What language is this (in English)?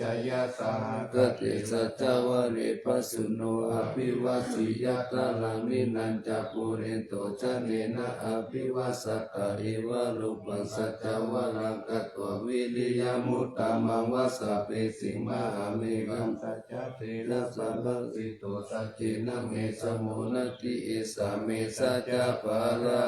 Pali